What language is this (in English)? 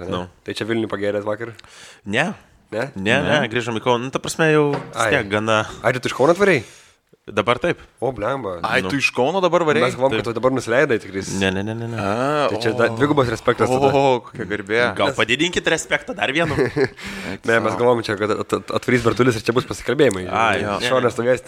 Lithuanian